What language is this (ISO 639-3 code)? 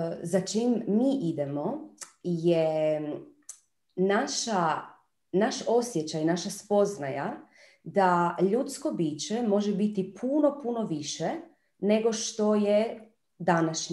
hrv